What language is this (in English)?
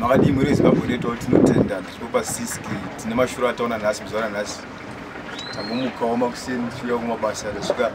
Shona